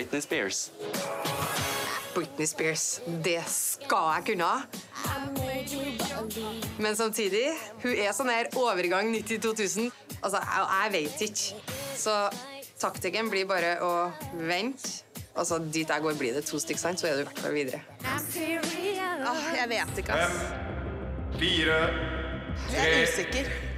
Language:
Norwegian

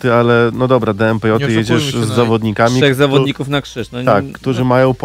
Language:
Polish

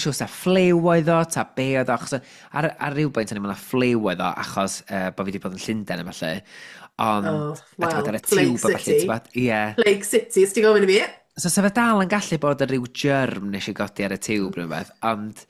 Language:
Welsh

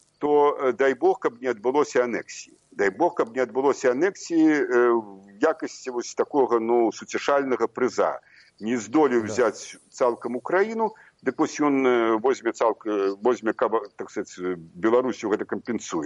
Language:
Belarusian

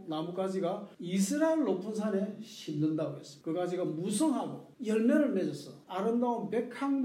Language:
Korean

